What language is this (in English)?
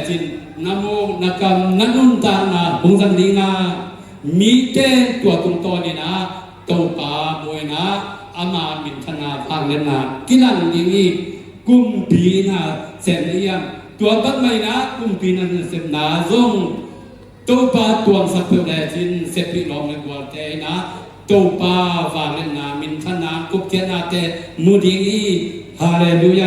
Tedim Chin